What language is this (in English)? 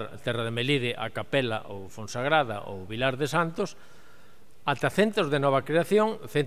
Galician